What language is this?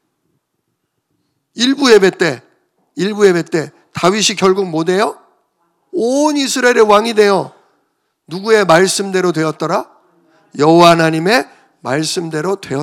Korean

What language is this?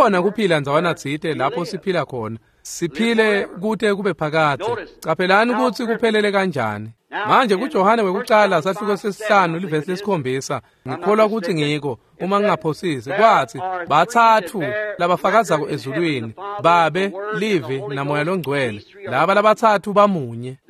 Swati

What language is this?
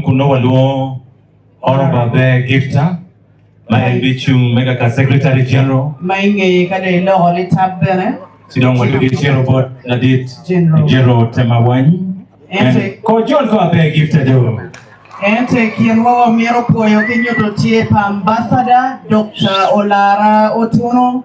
Acoli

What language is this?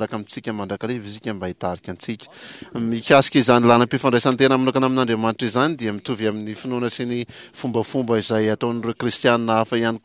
Malagasy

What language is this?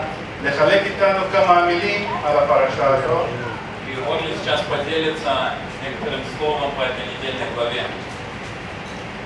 Hebrew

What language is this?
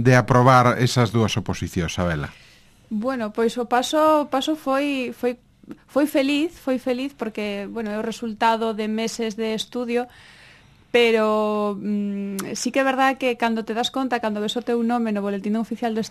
Galician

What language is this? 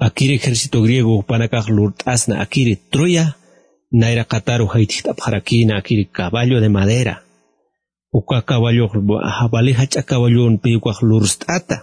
Aymara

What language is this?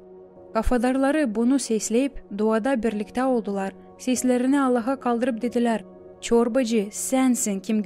Gagauz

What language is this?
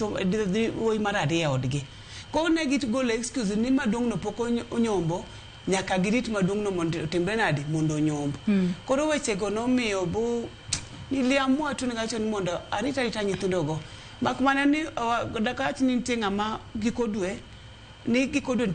Luo (Kenya and Tanzania)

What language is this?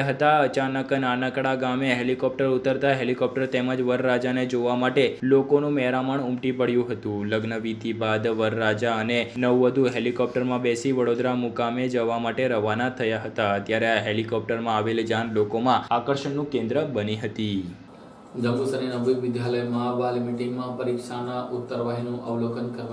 Gujarati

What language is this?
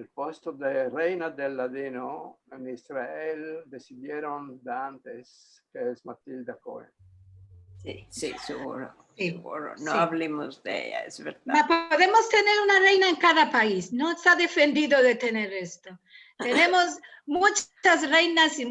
Ladino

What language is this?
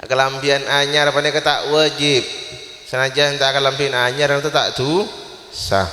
Madurese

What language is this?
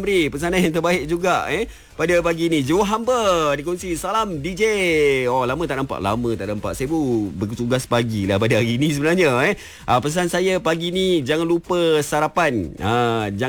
Malay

